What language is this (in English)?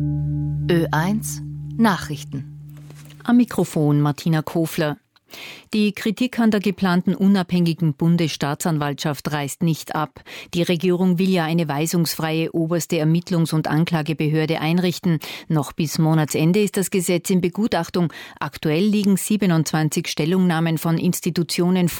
German